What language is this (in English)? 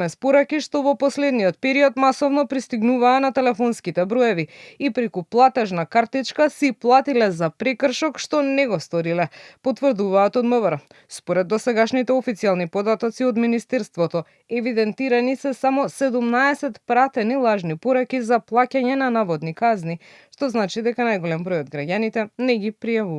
Macedonian